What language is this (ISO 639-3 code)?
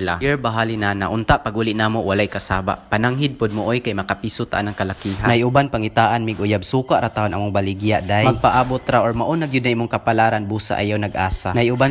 ceb